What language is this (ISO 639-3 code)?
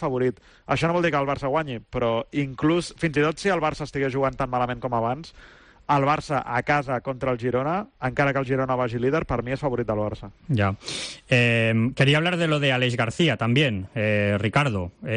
cat